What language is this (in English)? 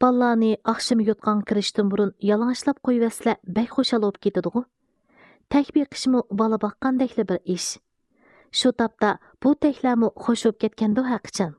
Uyghur